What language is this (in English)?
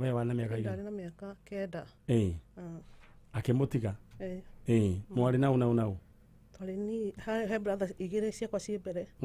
Kikuyu